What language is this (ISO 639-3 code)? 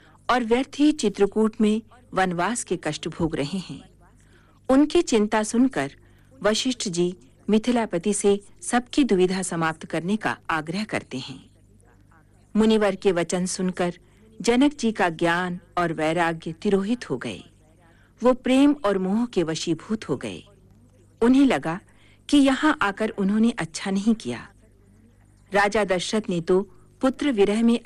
hin